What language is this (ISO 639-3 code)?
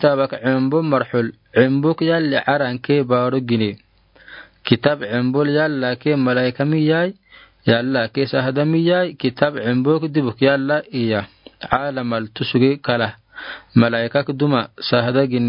aar